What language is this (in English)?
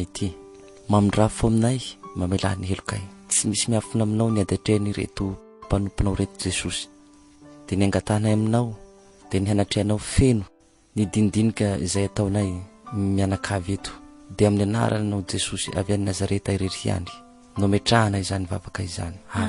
Malagasy